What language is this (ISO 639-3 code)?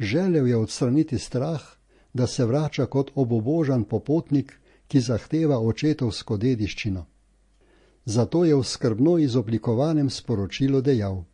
slv